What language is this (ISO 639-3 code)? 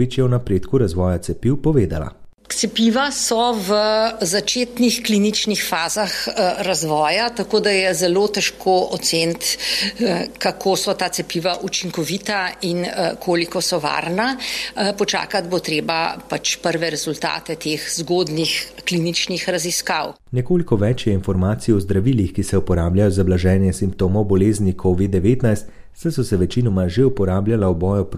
slv